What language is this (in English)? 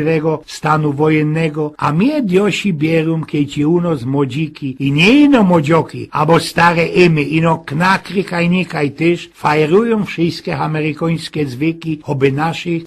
Silesian